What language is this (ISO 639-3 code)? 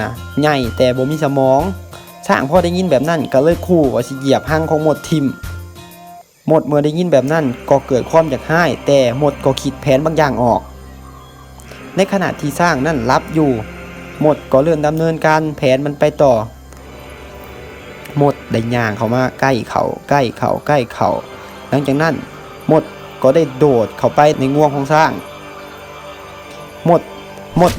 lao